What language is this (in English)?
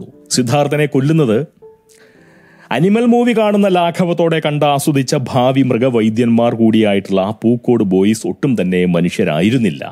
Malayalam